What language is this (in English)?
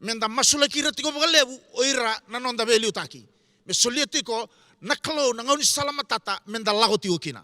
Fijian